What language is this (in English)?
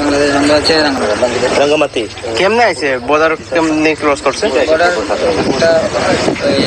Riang (India)